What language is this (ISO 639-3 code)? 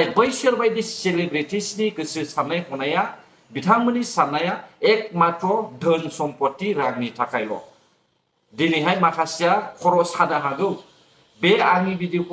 brx